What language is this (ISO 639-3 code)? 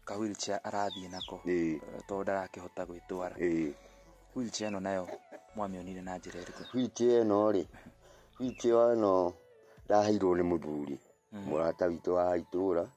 kik